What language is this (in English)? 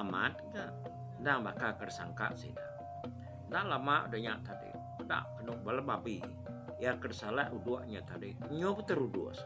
Iban